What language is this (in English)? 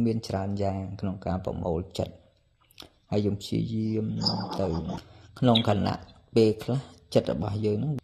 Khmer